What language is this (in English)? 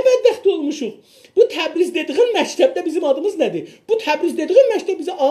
South Azerbaijani